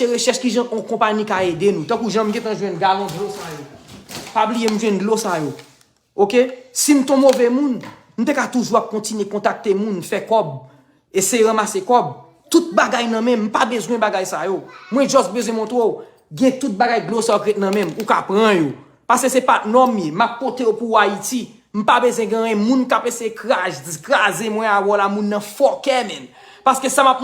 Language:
Haitian Creole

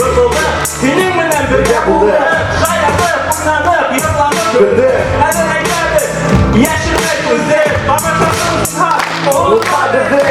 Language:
Bashkir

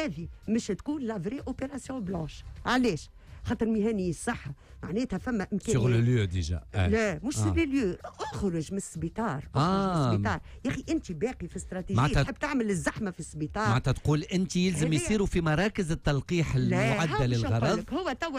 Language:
Tunisian Arabic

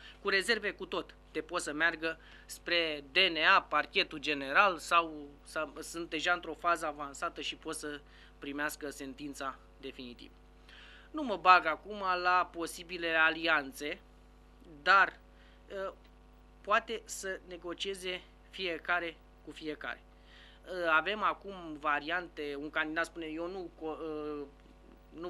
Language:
Romanian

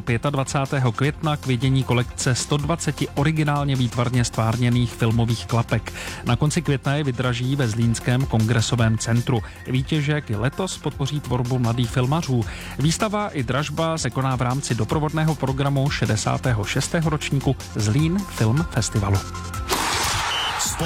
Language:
Czech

